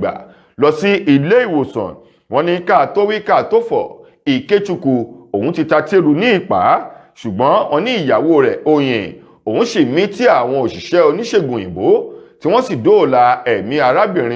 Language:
Yoruba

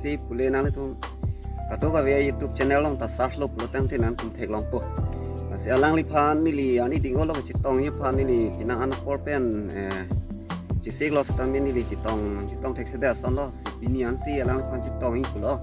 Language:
Karbi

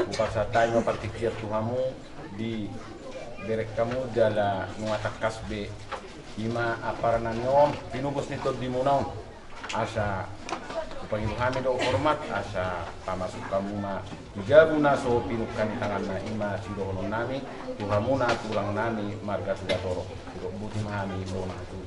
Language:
Batak Toba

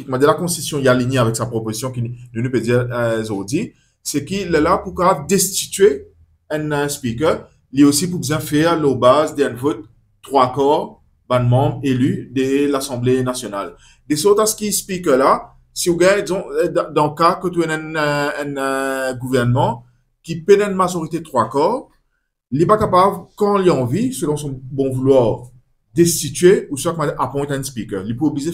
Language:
Morisyen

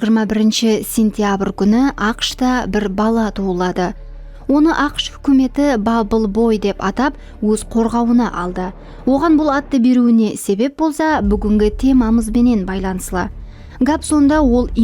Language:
Kara-Kalpak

